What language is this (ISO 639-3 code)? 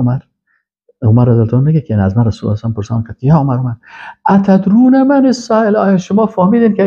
fas